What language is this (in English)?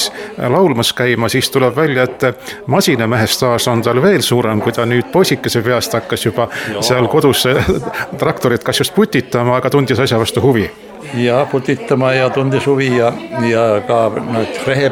Estonian